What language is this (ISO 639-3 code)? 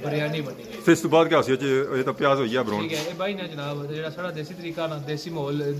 phr